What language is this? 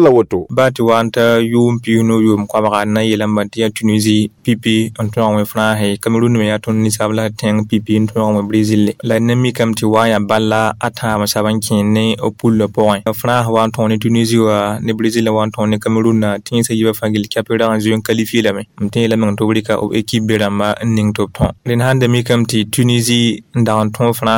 Mossi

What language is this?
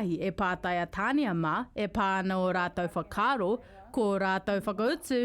Māori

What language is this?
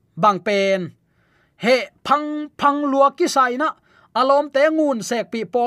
Tedim Chin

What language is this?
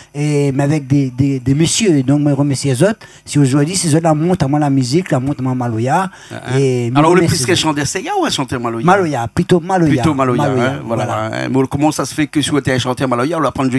Réunion Creole French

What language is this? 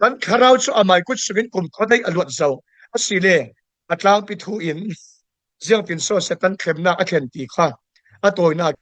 Falam Chin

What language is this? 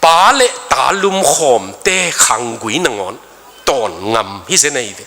Tedim Chin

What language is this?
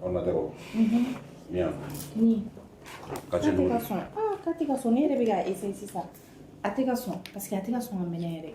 Bambara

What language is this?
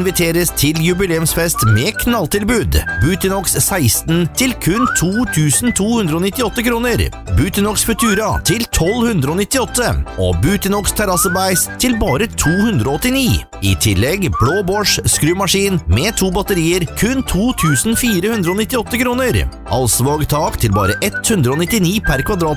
Norwegian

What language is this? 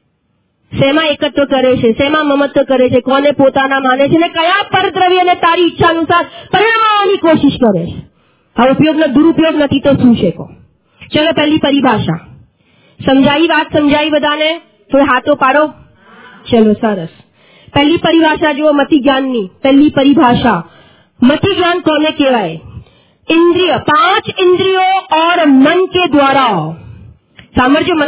Gujarati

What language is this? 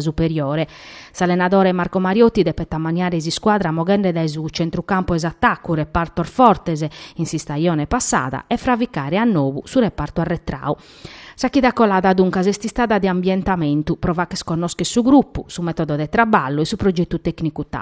Sardinian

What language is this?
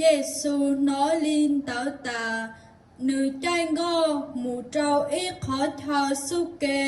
Hmong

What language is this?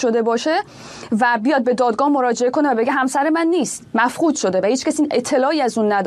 Persian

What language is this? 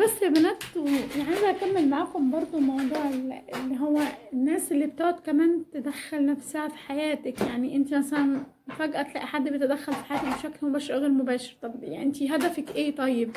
Egyptian Arabic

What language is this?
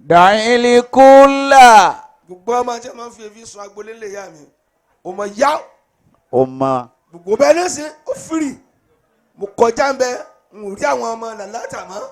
Yoruba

